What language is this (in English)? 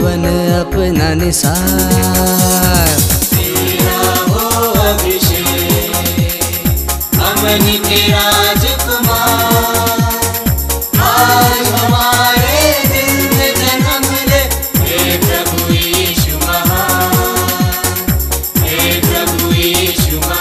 Hindi